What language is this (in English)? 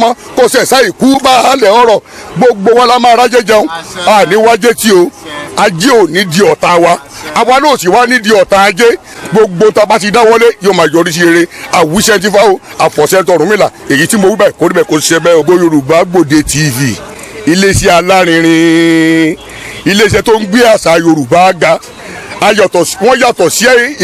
Yoruba